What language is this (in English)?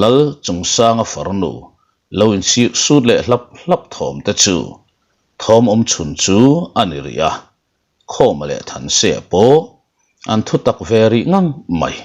Mizo